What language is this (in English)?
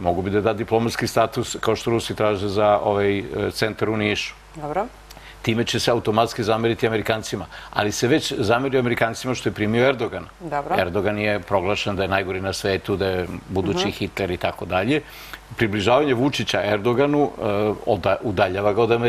Serbian